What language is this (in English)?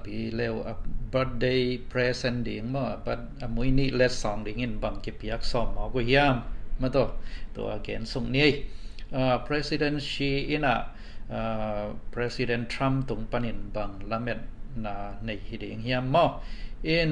Tedim Chin